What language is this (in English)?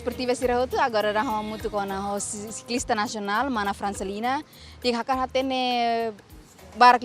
Tetum